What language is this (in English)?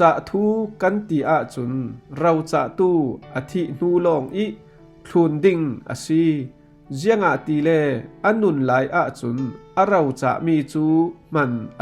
Falam Chin